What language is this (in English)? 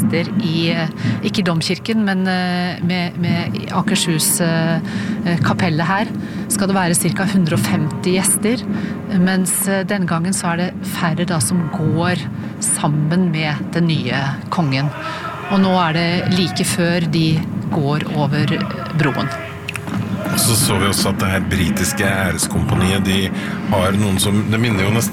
Norwegian